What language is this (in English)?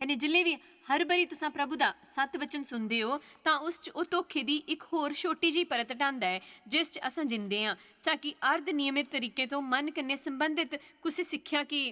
Dogri